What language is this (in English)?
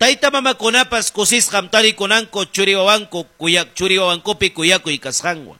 Ayacucho Quechua